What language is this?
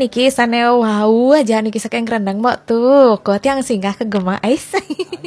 Balinese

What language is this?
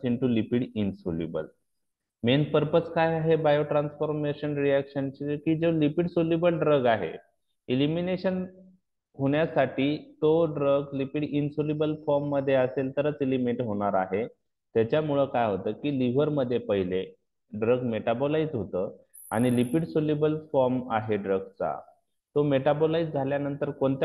Marathi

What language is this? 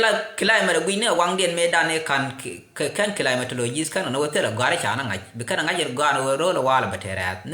Nuer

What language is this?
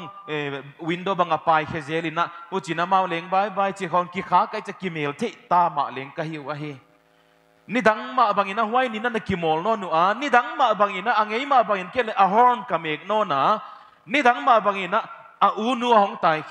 Paite Chin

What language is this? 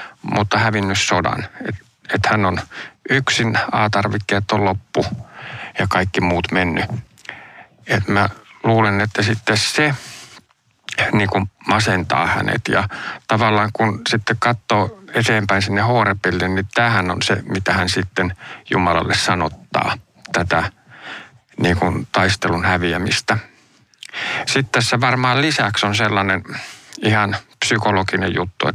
Finnish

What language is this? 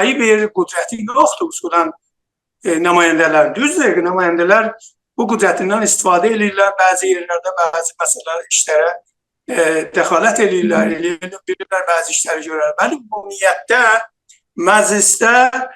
South Azerbaijani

